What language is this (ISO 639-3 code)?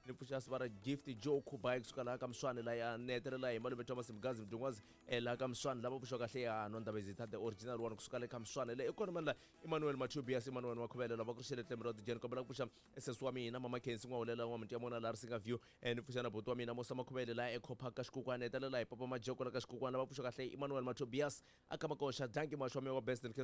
tso